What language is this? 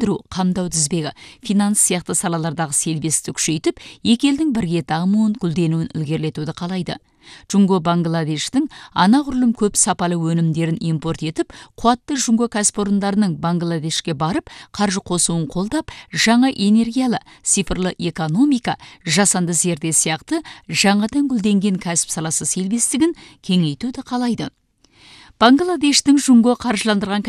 Kazakh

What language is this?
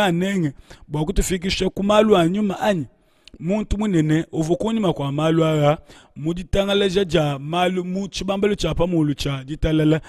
Luba-Lulua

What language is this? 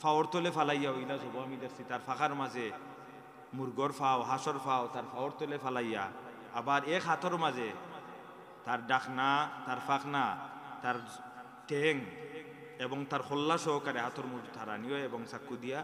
Sylheti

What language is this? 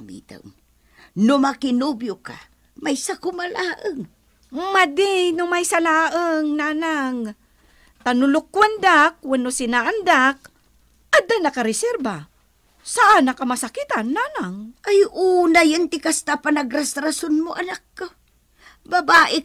Iloko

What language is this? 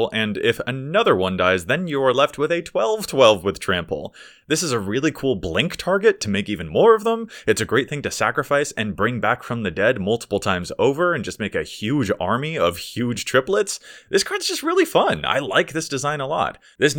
English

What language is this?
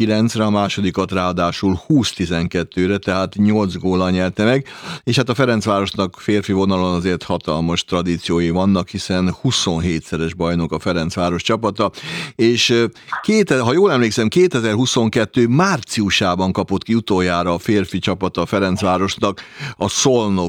Hungarian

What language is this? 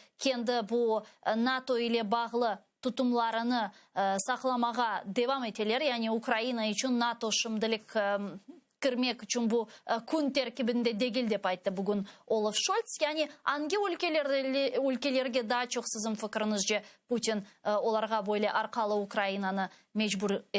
Crimean Tatar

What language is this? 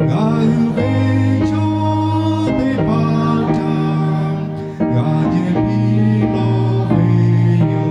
Lahu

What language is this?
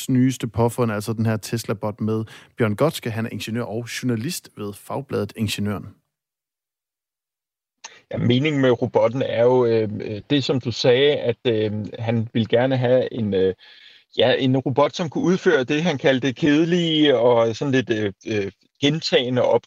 Danish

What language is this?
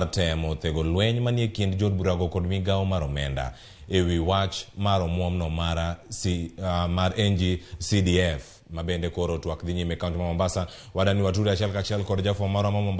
Luo (Kenya and Tanzania)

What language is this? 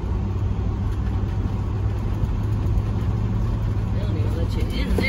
English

